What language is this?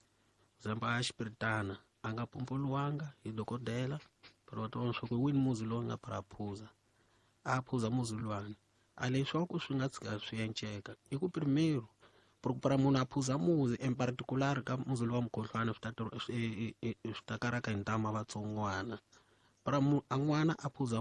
Tsonga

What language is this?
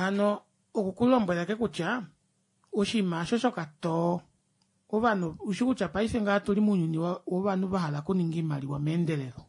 Kuanyama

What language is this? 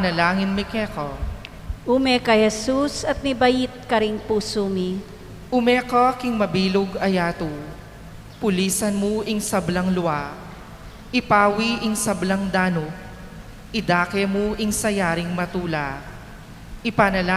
Pampanga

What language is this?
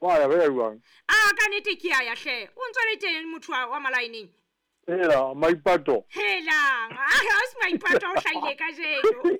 Southern Sotho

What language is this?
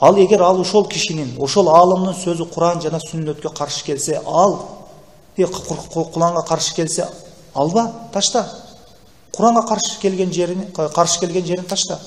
Kyrgyz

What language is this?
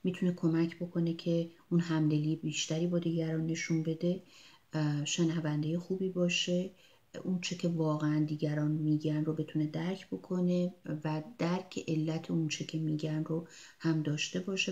Persian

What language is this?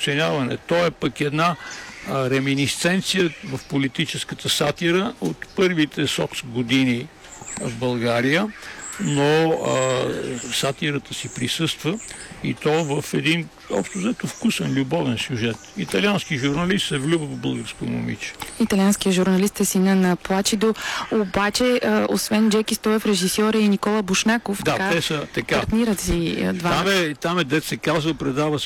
Bulgarian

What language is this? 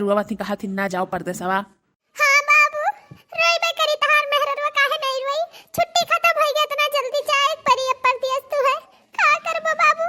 Awadhi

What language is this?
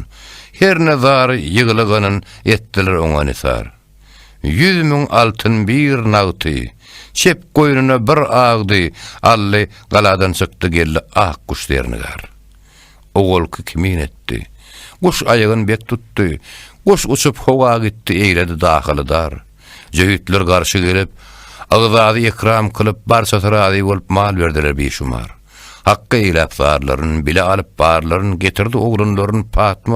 Turkmen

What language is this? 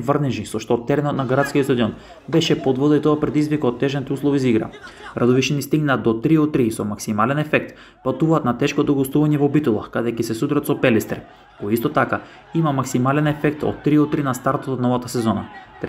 Macedonian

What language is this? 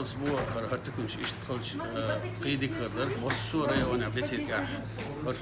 Chechen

